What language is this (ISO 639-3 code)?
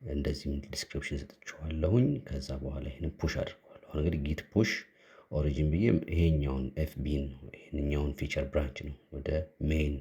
amh